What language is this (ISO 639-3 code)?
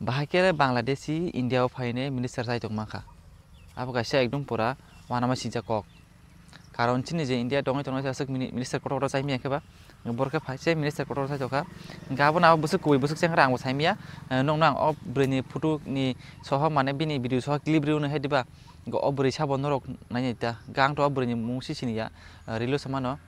trp